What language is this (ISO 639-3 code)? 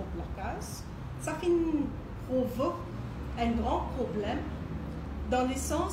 mfe